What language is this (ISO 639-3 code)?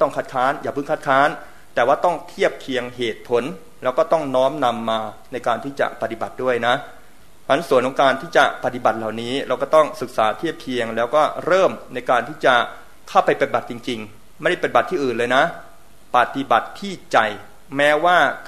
tha